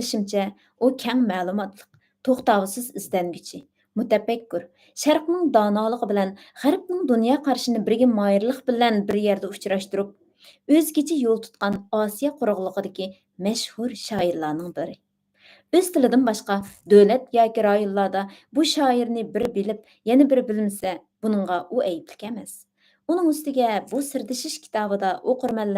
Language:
Uyghur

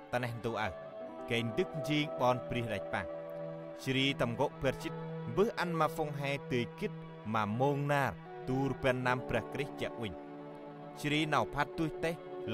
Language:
Central Mnong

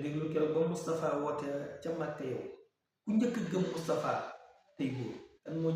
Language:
Wolof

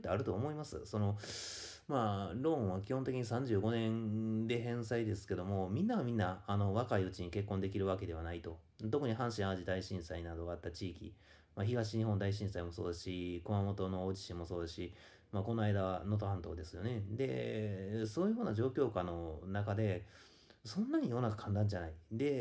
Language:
Japanese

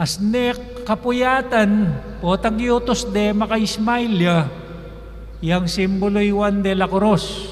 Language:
Pampanga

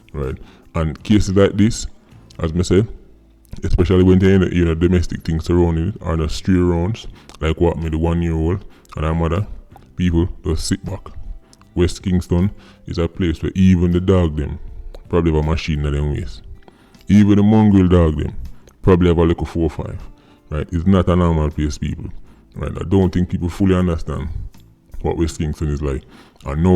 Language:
Jamaican Creole English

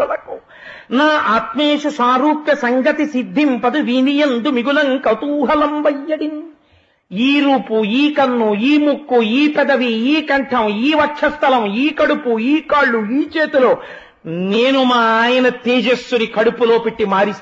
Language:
Telugu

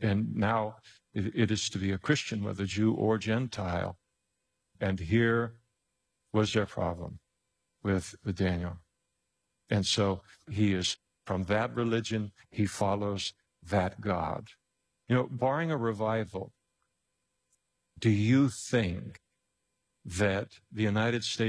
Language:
English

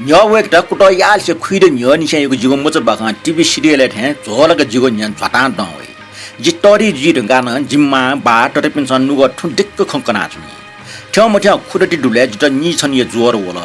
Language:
Newari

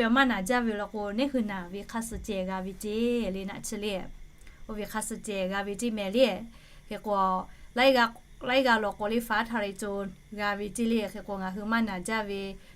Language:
Lahu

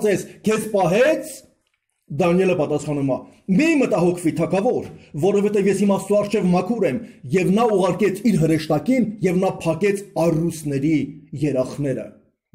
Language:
Armenian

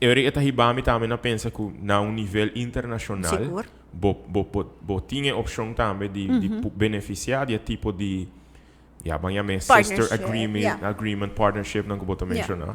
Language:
Papiamento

